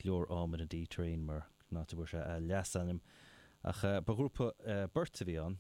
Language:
Irish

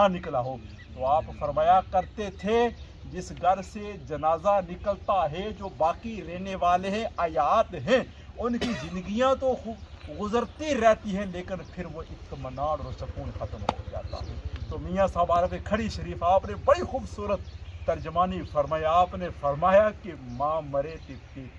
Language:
Pahari-Potwari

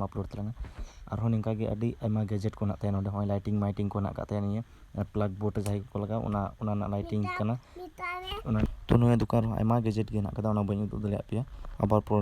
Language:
Santali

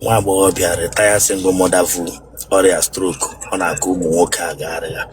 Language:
Igbo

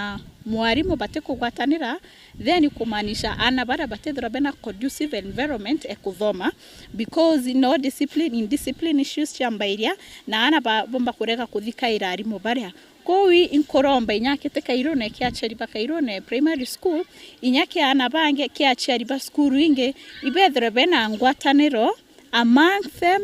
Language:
Meru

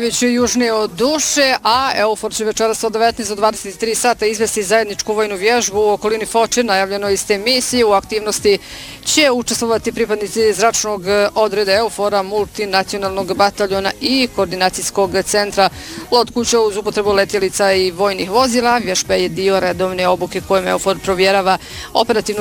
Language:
Bosnian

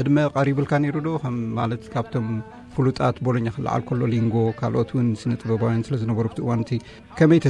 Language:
Tigrinya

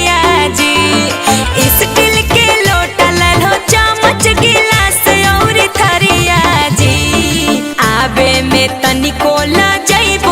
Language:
Magahi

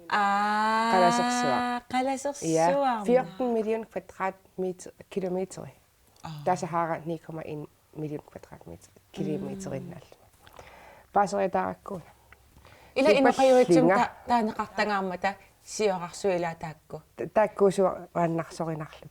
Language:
Kalaallisut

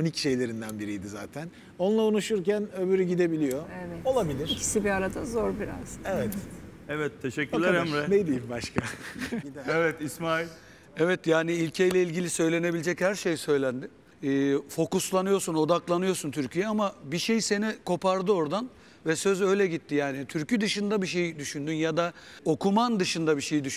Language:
Turkish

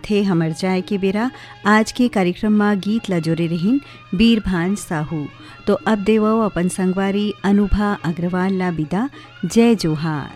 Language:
Chhattisgarhi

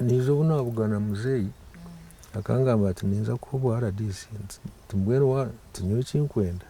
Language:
Nyankole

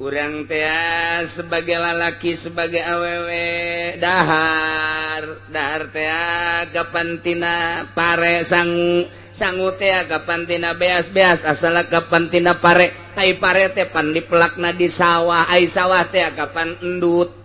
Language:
Sundanese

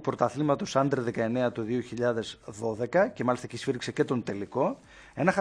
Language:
Greek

